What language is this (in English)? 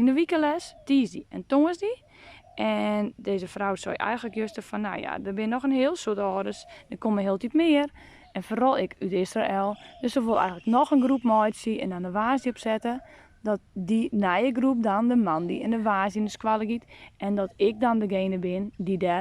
Western Frisian